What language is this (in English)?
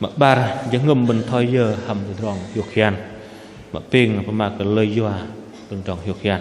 Bahnar